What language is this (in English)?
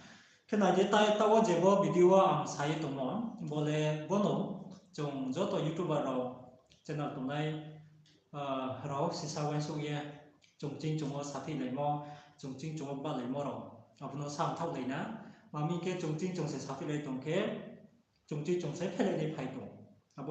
Riang (India)